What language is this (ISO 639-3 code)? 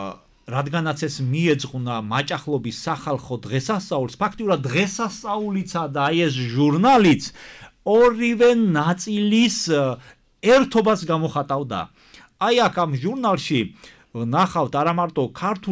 kat